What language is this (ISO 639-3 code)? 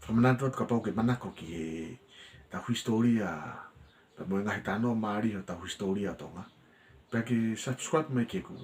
ton